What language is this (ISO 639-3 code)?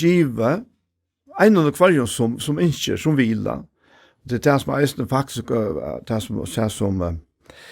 fao